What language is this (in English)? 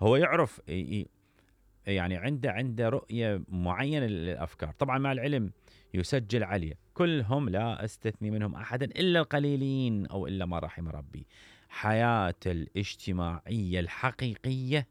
Mesopotamian Arabic